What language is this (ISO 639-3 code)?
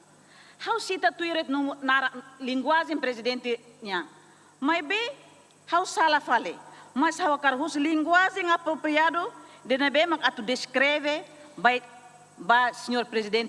tet